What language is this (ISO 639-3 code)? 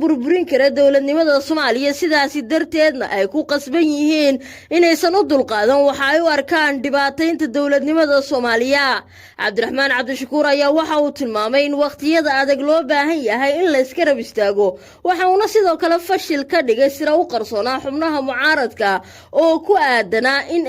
som